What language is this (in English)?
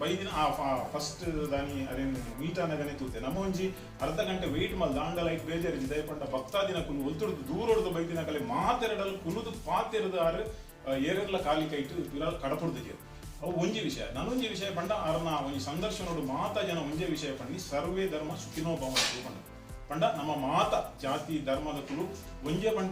Tulu